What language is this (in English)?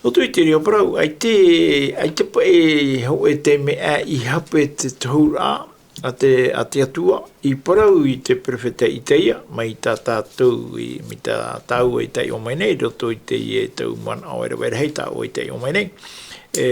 Tahitian